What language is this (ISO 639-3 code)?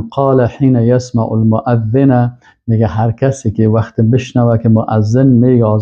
fas